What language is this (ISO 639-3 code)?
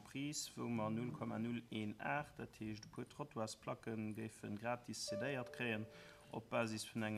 ltz